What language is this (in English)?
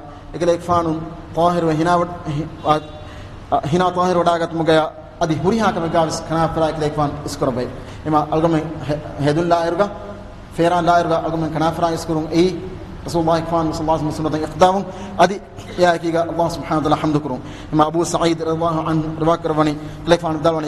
Divehi